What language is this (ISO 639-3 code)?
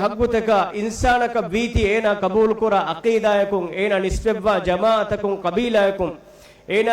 div